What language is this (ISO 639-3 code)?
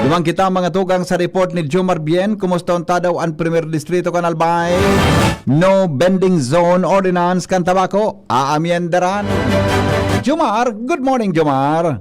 bik